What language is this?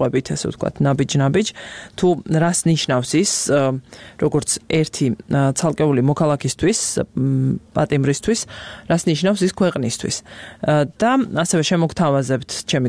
Georgian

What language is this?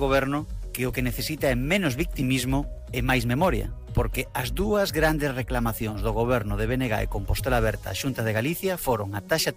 Galician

